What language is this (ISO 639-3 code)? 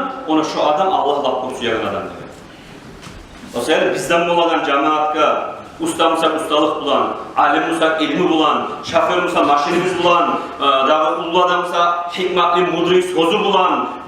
kum